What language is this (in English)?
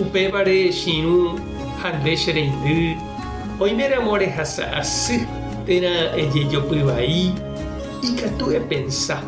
Guarani